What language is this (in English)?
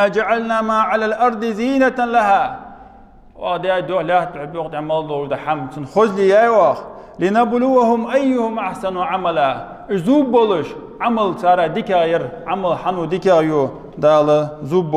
Ingush